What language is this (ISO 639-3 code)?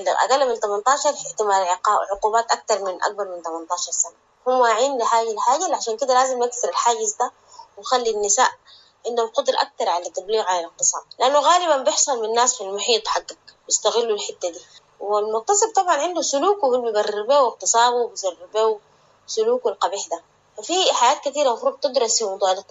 apd